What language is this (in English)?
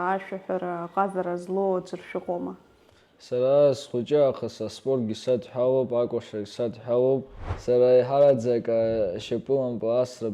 Abkhazian